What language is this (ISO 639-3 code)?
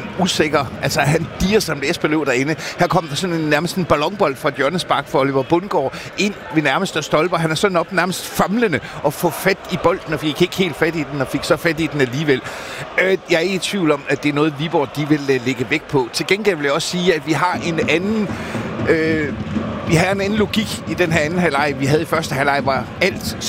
dan